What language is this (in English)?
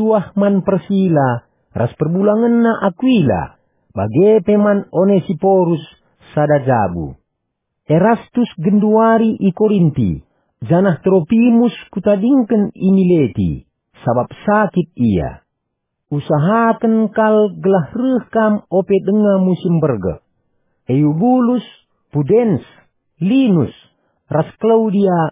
Batak Karo